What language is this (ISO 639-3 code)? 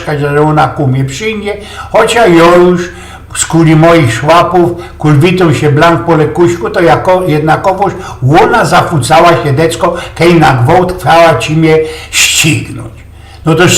szl